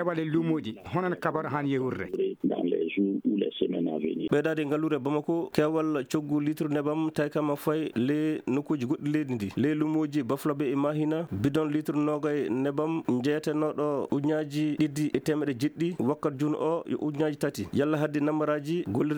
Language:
Fula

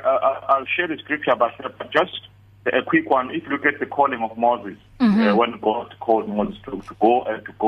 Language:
English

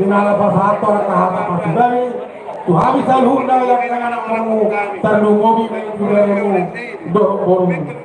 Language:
Batak Toba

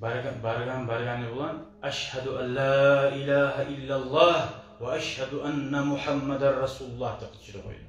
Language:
Kumyk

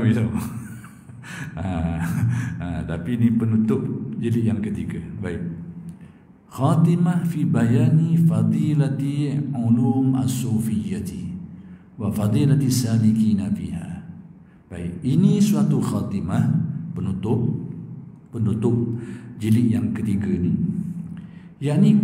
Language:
Malay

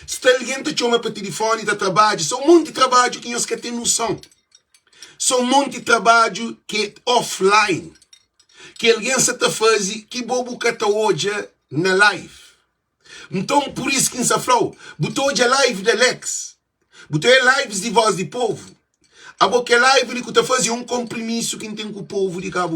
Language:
Kabuverdianu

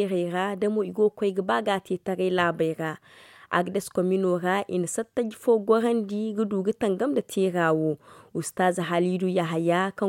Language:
Zarma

